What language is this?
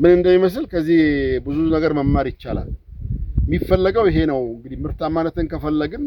Amharic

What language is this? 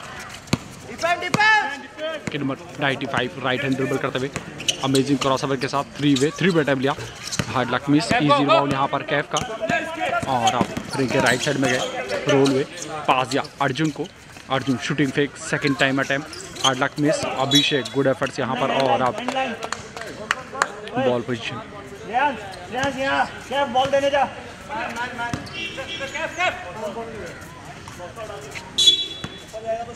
Hindi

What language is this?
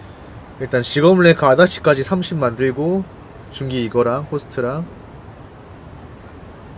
Korean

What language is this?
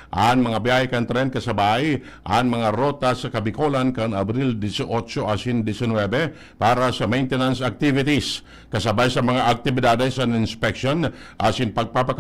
Bikol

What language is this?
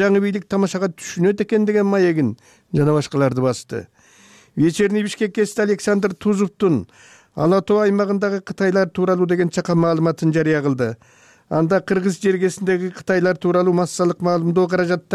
Kyrgyz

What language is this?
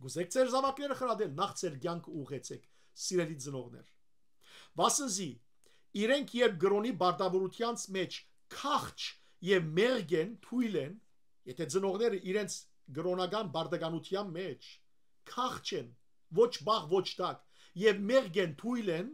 Western Armenian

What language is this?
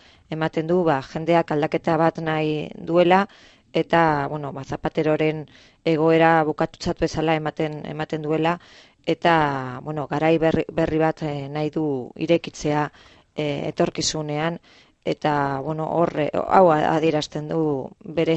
Basque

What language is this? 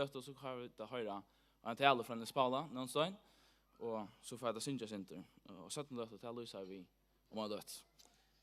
Faroese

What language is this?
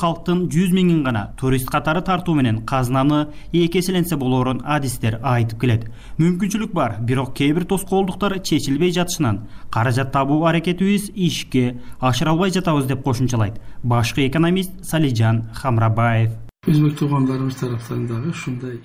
Kyrgyz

